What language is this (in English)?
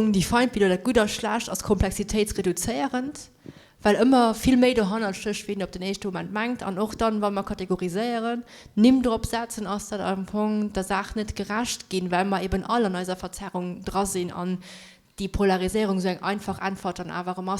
Luxembourgish